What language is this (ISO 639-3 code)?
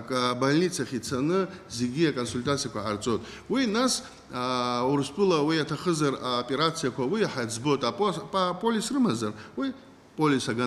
abk